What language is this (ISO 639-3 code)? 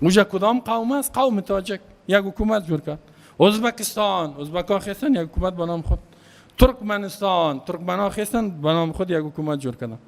fas